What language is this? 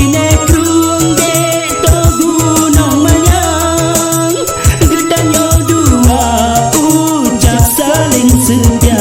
Achinese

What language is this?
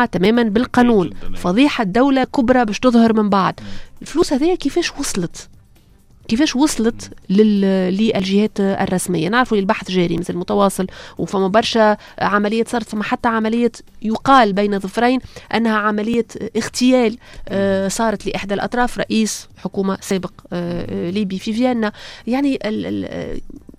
Tunisian Arabic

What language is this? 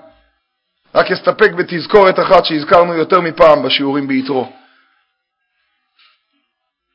Hebrew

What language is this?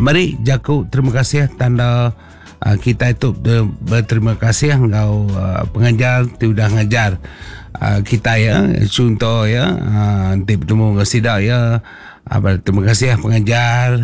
Iban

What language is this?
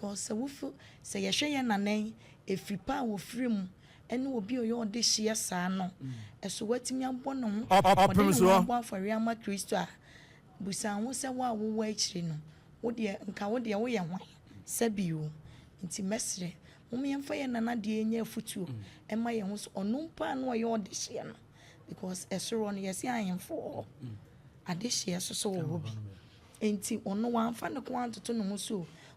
Akan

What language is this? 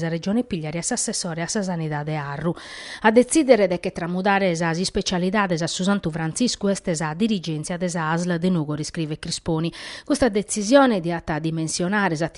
Sardinian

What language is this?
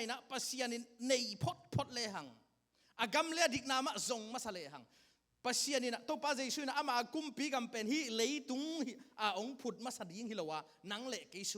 Tedim Chin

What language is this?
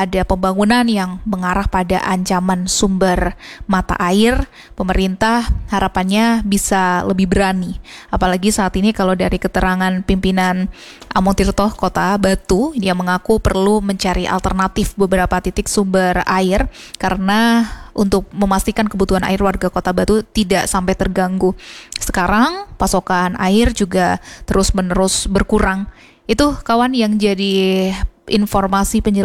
Indonesian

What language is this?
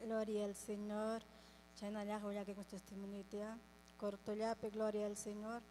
Ayacucho Quechua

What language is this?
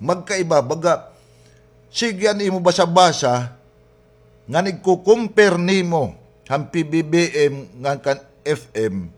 Waray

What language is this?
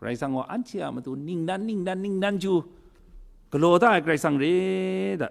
Kachin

